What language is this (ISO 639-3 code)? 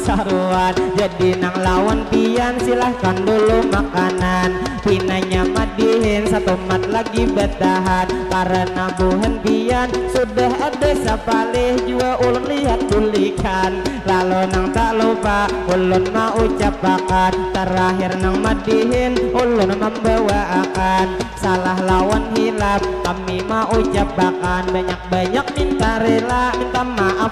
bjn